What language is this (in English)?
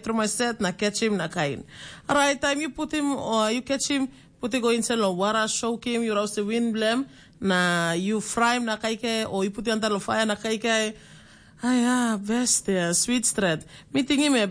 Tok Pisin